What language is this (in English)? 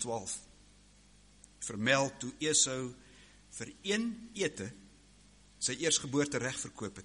Afrikaans